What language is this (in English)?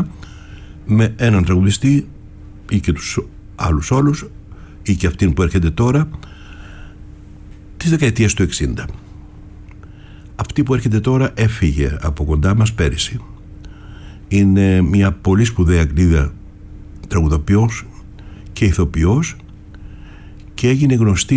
Greek